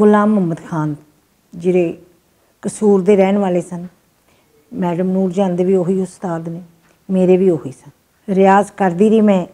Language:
Western Panjabi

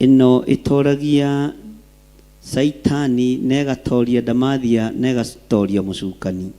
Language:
Kikuyu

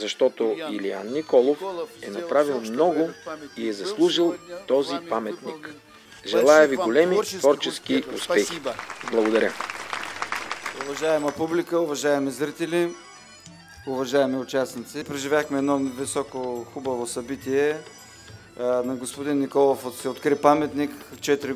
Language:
Bulgarian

